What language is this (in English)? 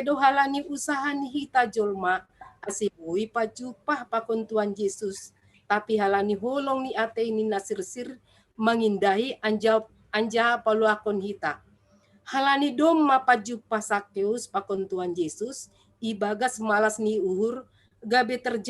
Batak Simalungun